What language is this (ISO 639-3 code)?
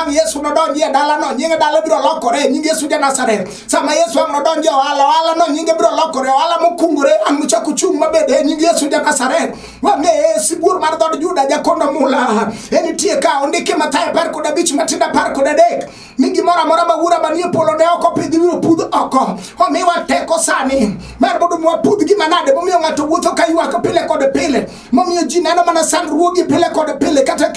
luo